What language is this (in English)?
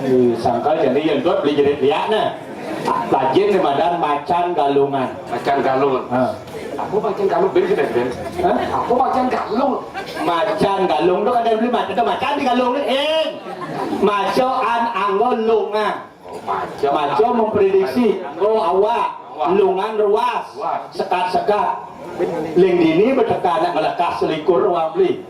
Balinese